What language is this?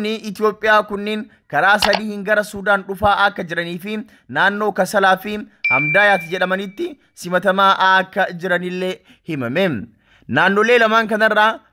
Oromo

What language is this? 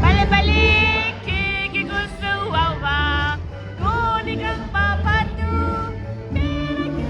Tibetan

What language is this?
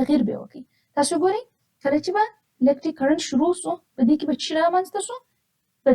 Pashto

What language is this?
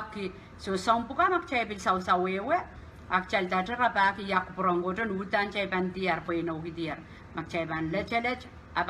Pohnpeian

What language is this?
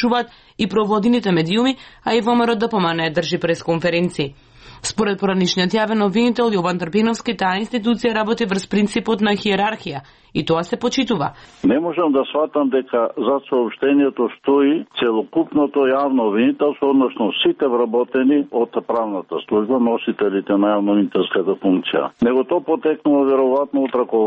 Macedonian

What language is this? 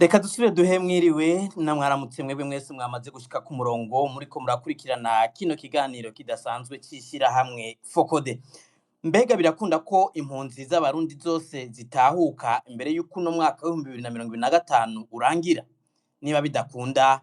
Rundi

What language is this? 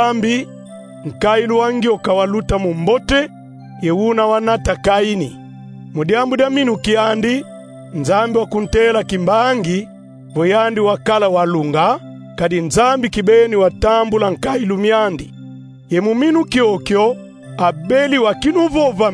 Kongo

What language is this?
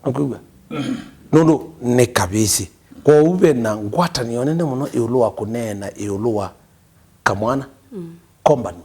Kamba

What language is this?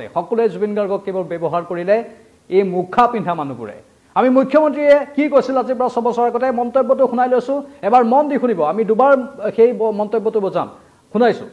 Assamese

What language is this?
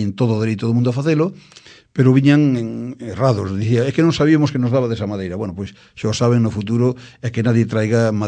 Galician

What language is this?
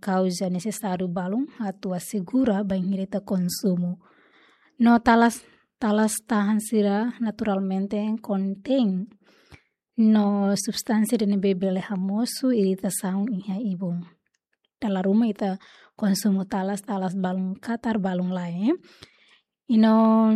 Tetum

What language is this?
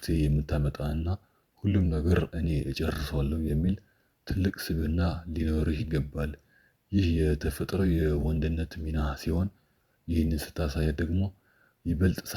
Amharic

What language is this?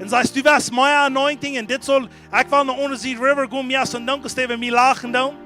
Plautdietsch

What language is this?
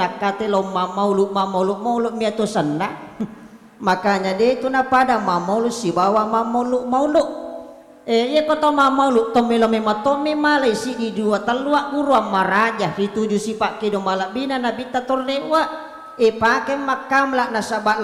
Buginese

